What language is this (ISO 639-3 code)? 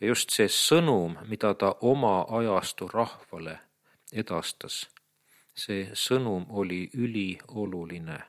est